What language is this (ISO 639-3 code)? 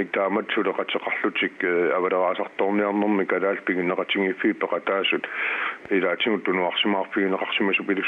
kal